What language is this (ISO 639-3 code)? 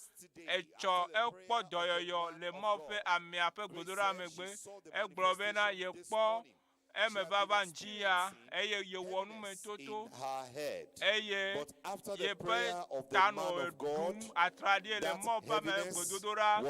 ewe